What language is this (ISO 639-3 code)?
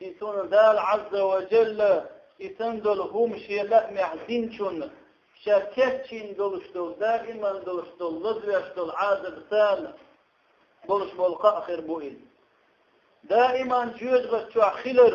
che